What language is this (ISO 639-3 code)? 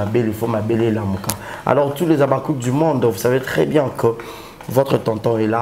lin